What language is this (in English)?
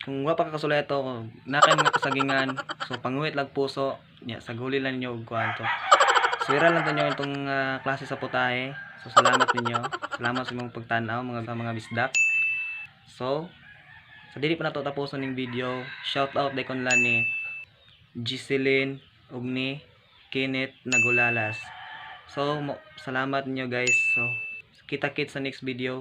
Cebuano